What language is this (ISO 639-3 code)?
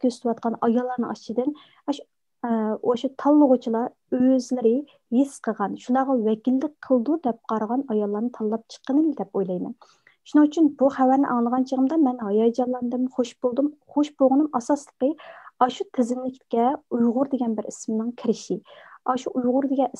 uig